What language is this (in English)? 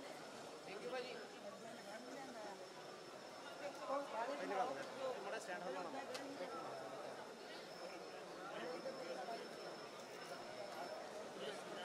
Punjabi